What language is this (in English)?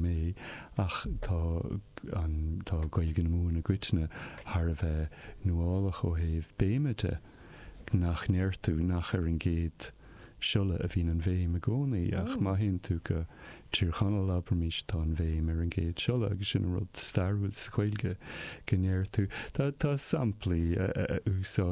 Irish